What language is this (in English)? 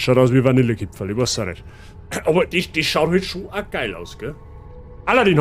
Bavarian